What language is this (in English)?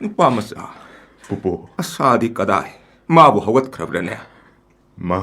Manipuri